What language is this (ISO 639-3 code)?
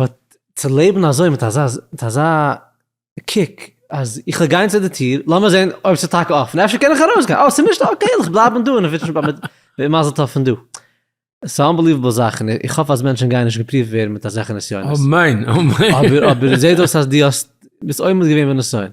yid